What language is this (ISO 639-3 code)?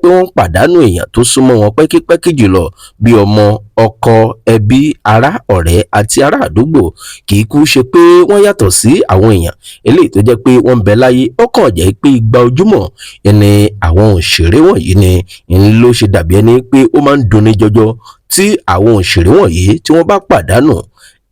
yor